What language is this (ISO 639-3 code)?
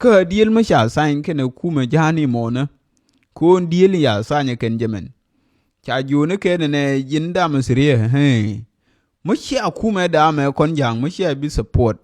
nus